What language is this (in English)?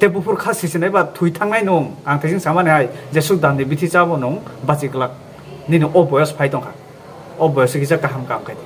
Kok Borok